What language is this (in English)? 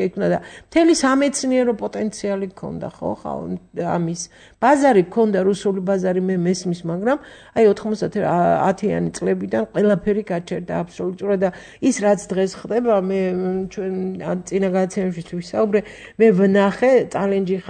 Georgian